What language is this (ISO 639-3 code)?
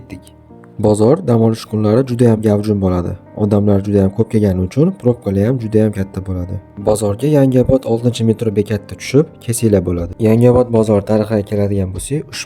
uzb